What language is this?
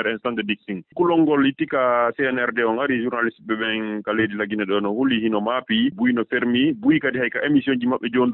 Fula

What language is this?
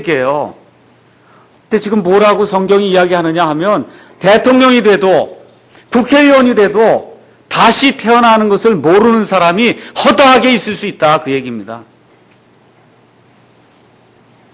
Korean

